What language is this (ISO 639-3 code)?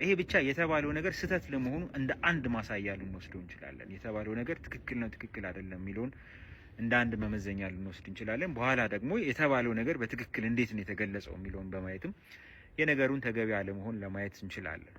amh